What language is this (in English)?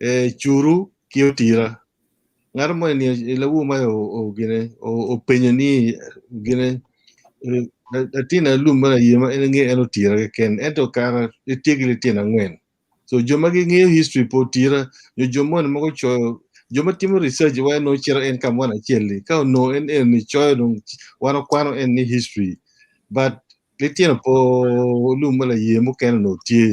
Acoli